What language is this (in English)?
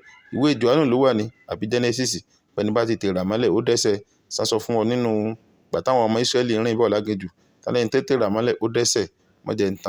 Yoruba